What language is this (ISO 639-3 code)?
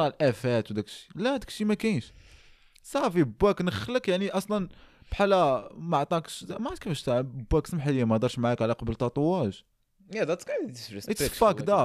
ary